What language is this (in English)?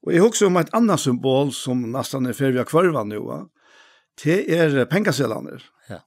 Faroese